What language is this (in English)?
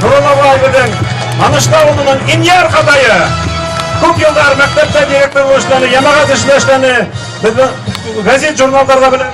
Bashkir